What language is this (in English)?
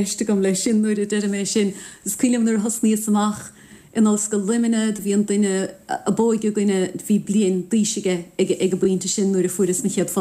Irish